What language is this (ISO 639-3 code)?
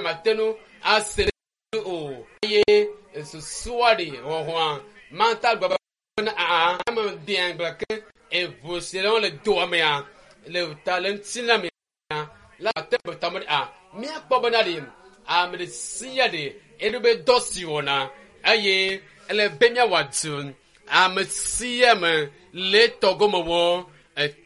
ewe